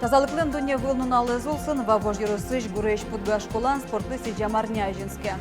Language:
Udmurt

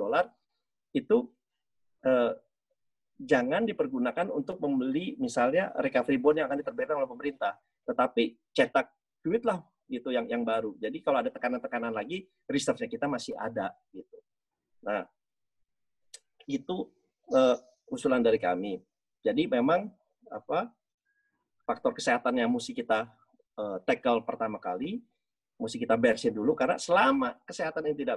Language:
Indonesian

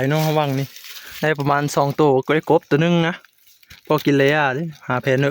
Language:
Northeastern Thai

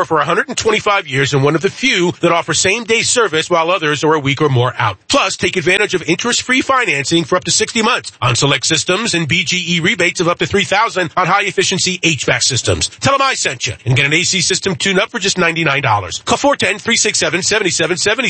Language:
English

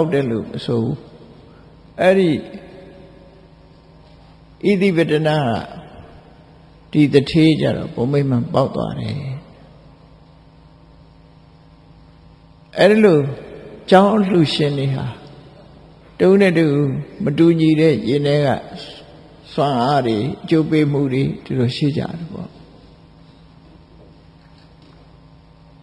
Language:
Burmese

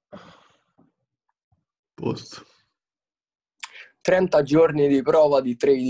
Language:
Italian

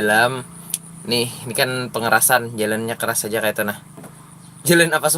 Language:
Banjar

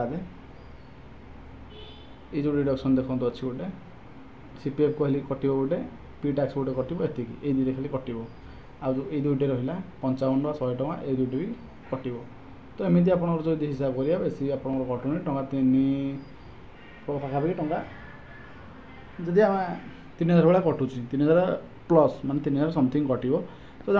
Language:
Odia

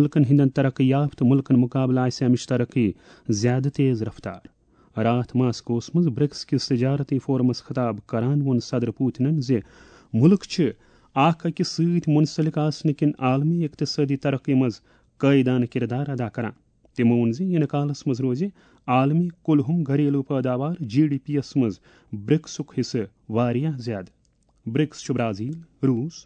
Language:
Kashmiri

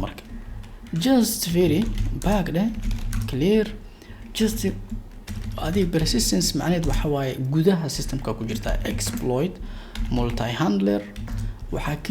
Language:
Somali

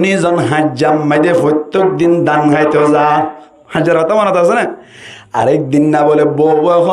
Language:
Rohingya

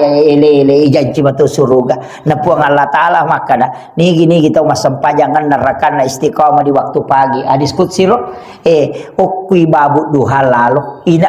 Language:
Buginese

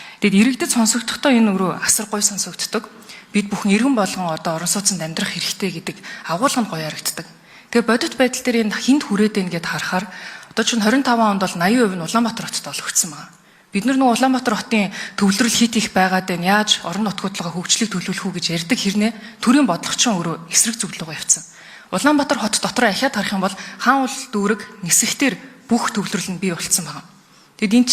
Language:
Mongolian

